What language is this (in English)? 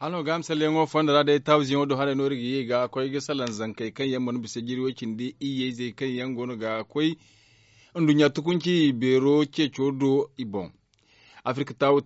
Zarma